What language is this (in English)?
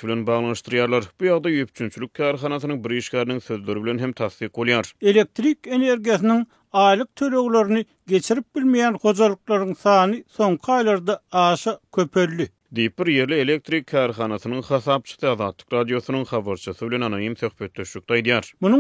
Turkmen